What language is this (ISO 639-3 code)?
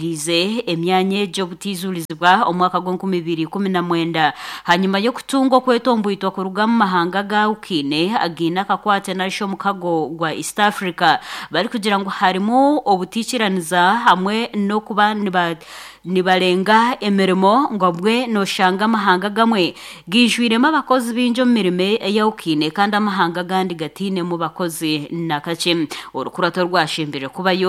nyn